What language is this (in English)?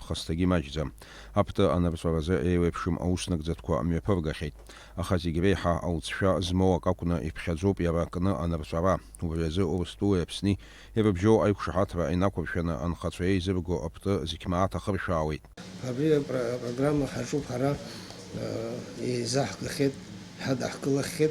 Abkhazian